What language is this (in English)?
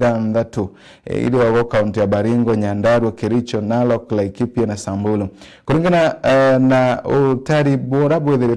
Meru